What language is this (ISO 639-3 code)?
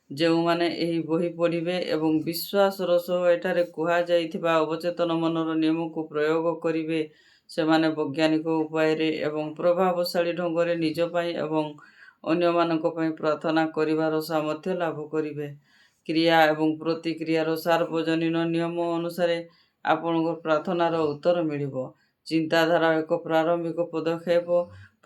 ori